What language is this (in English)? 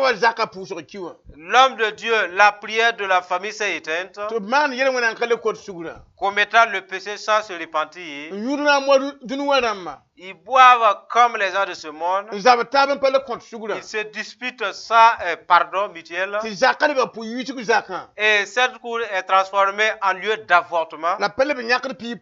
Mossi